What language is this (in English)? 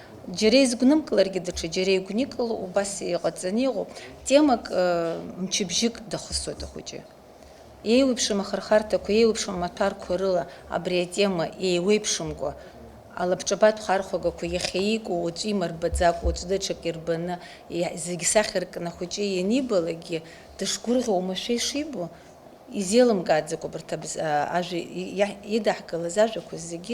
Abkhazian